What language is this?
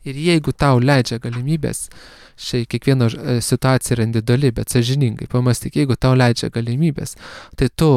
Lithuanian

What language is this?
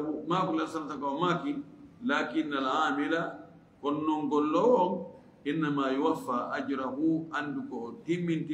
Fula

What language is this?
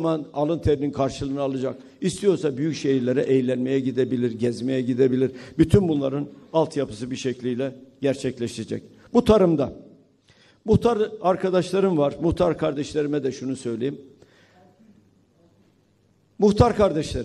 Turkish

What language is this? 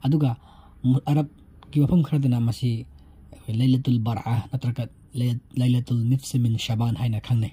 Manipuri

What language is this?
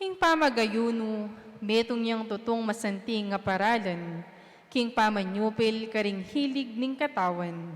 Pampanga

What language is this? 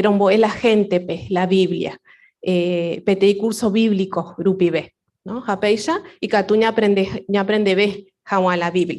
Guarani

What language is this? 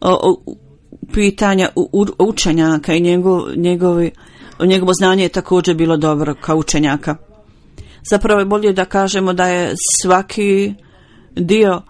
Bosnian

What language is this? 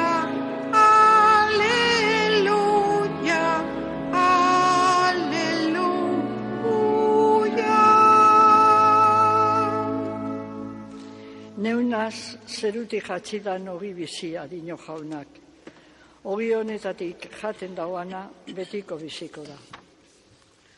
Basque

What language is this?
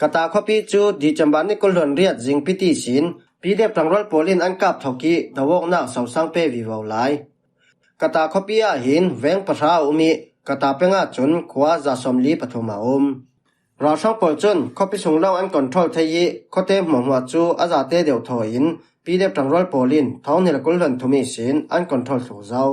Falam Chin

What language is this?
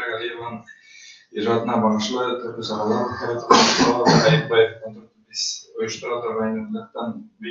Bashkir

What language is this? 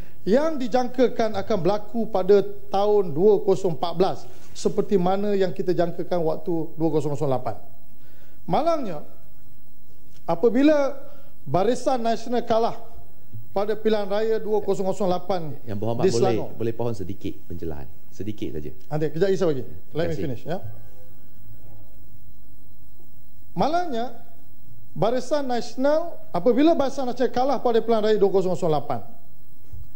Malay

